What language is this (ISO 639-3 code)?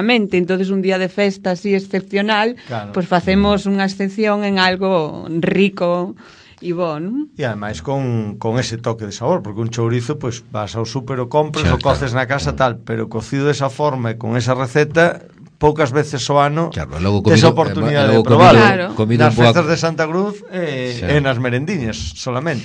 glg